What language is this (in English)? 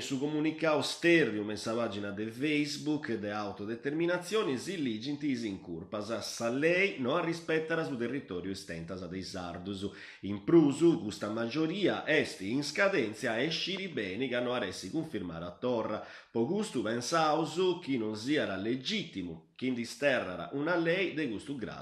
Sardinian